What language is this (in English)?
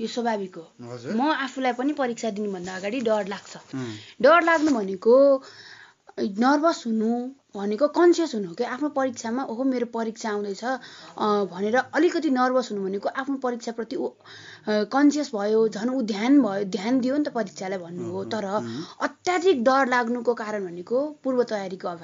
Nepali